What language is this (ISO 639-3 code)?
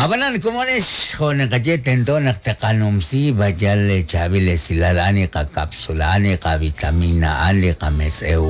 kek